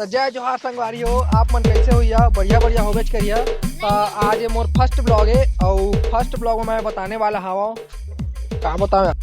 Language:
Chhattisgarhi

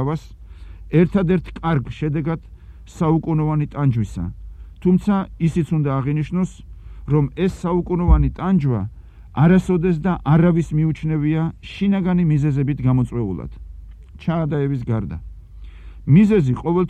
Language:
Georgian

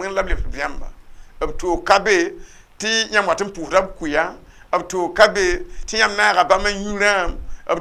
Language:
Mossi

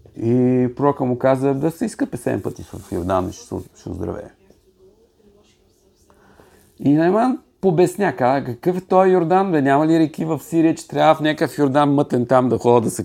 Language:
Bulgarian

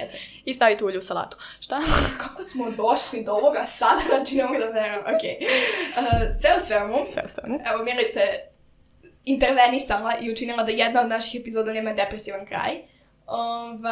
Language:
Serbian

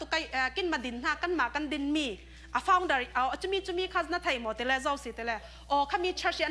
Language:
Falam Chin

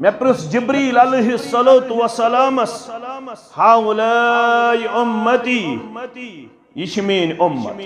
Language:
Kashmiri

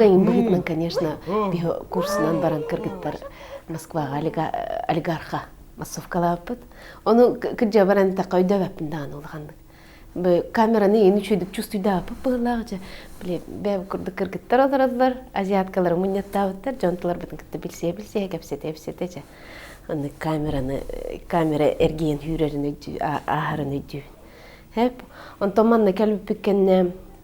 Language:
Yakut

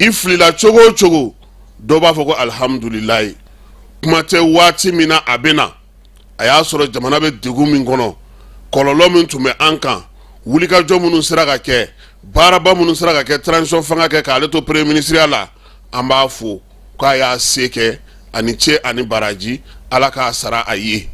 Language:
Bambara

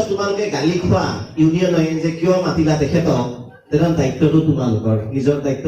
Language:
Assamese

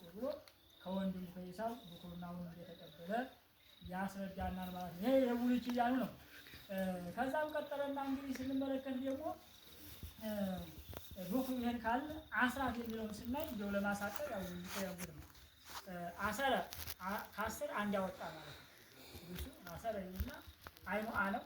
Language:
Amharic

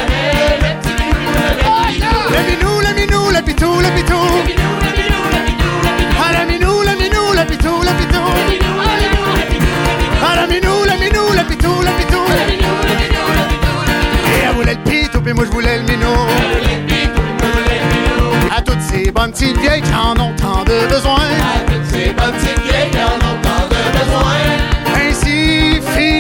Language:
French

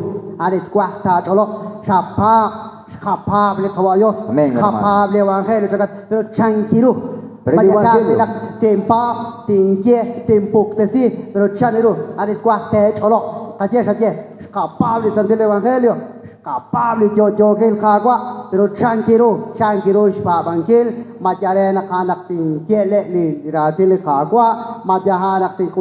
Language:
Kekchí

